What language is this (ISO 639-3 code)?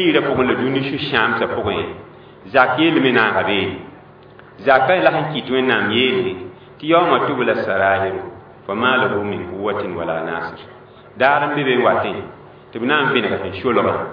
mos